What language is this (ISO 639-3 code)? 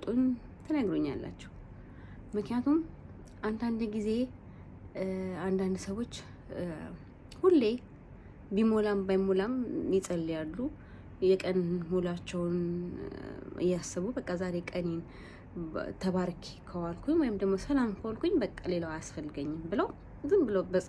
amh